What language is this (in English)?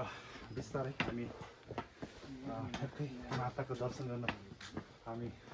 Nepali